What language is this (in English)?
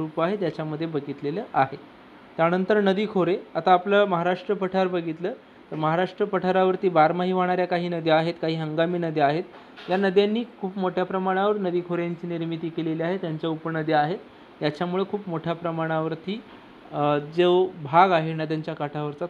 Marathi